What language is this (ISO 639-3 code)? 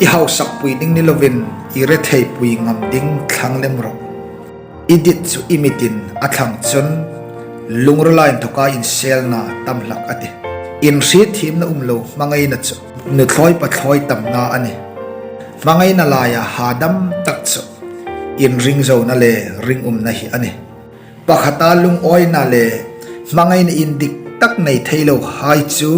hmr